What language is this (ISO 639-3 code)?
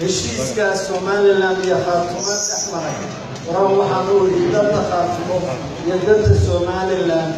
som